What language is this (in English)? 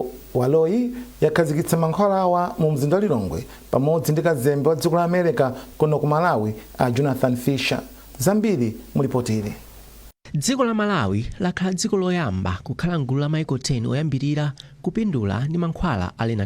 Nyanja